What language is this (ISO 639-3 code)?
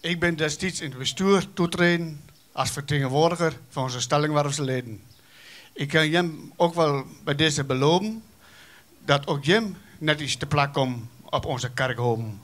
fry